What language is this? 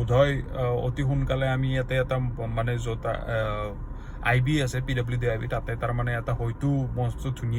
Assamese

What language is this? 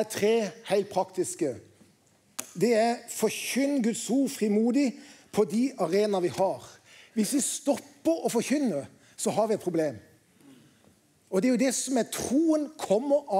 Norwegian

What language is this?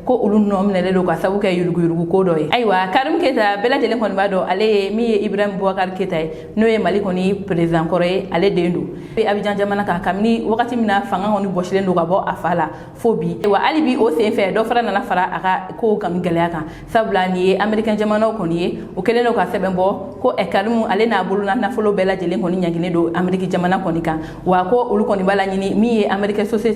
Bambara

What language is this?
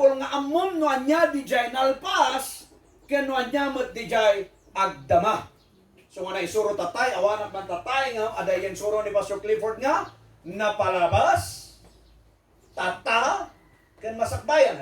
Iloko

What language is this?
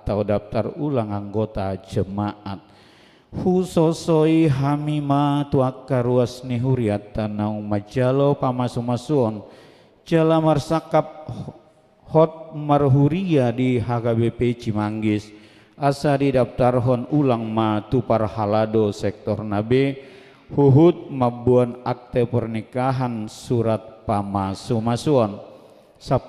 Batak Toba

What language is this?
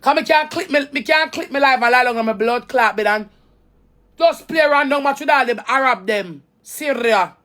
Jamaican Creole English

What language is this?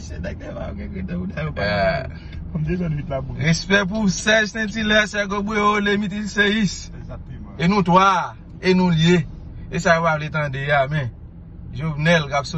Haitian Creole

